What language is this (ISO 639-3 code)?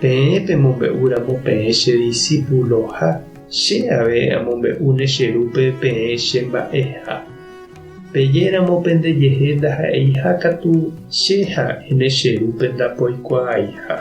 grn